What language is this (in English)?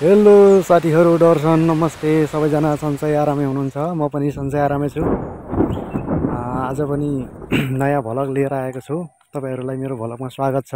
Nepali